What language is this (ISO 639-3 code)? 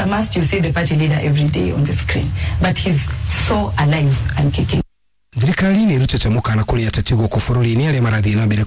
kik